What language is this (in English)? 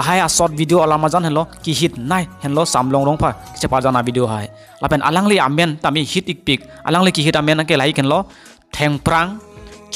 Karbi